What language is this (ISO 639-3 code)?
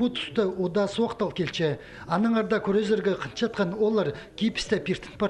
kjh